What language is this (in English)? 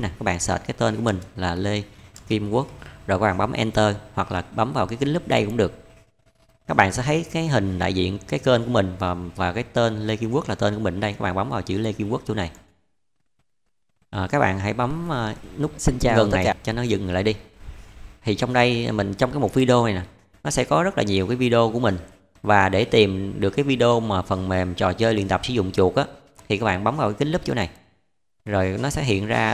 Vietnamese